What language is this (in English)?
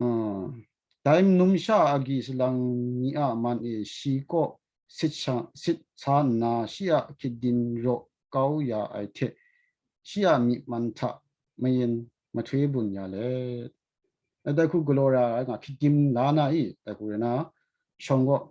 Kachin